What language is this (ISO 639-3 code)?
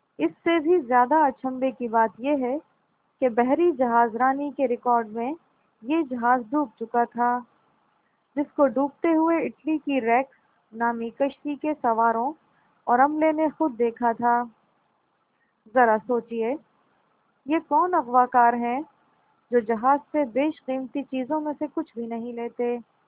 urd